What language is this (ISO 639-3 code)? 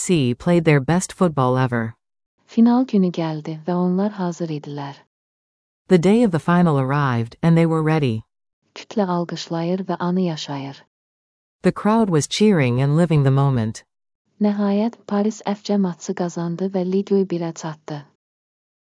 aze